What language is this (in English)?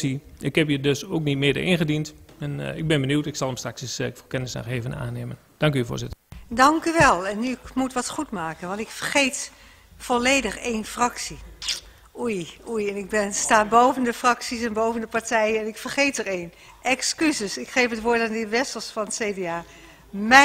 Dutch